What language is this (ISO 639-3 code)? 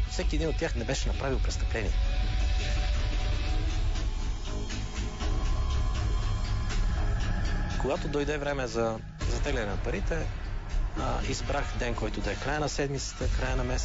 bul